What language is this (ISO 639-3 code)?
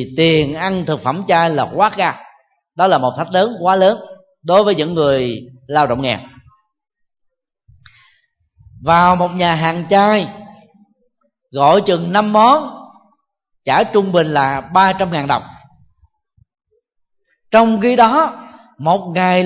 vie